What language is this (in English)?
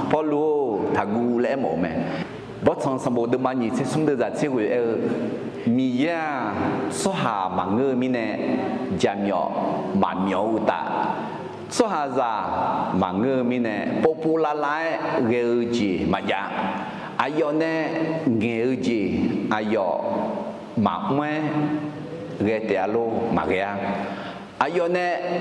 Akha